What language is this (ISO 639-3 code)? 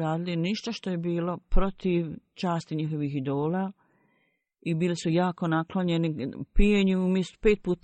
bos